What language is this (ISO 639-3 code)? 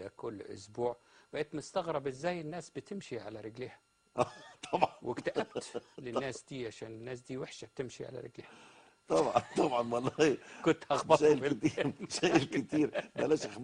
arz